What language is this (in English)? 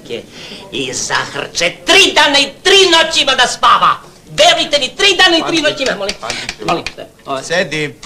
Serbian